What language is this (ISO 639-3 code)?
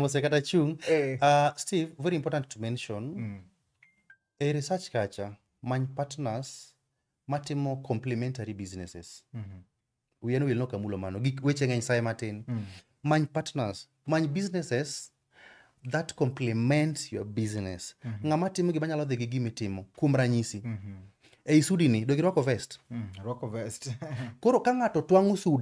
luo